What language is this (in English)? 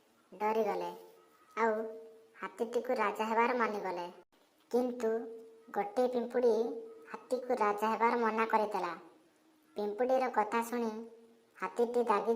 Odia